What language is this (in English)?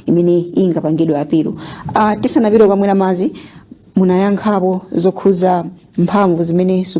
Nyanja